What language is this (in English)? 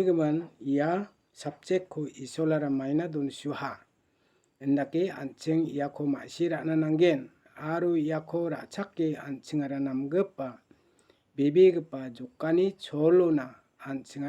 Garo